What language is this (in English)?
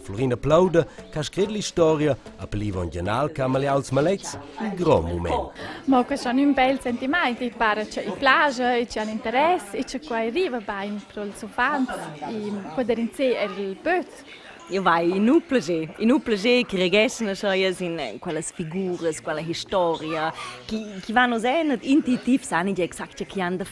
Romansh